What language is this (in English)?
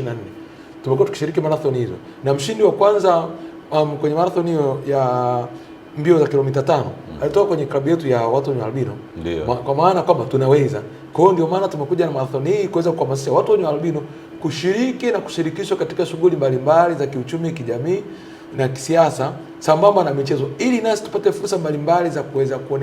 Swahili